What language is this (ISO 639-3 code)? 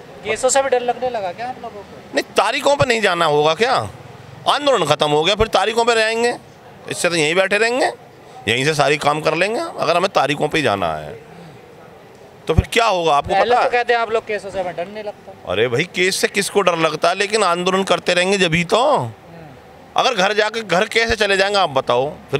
hin